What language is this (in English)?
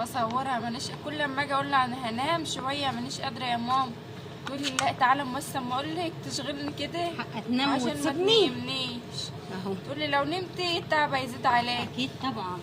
Egyptian Arabic